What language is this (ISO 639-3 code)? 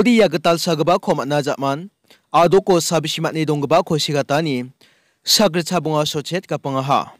grt